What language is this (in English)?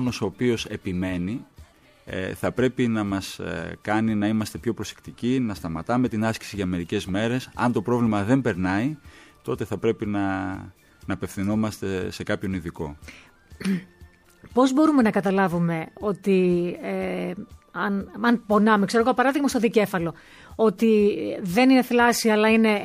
Greek